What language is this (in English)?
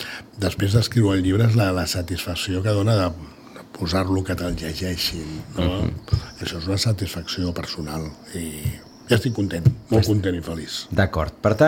Catalan